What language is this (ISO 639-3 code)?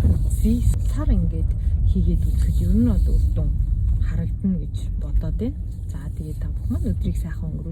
mon